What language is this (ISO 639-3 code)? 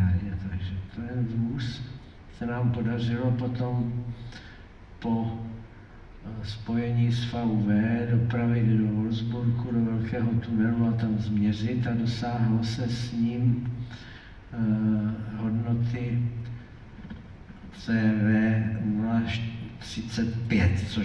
ces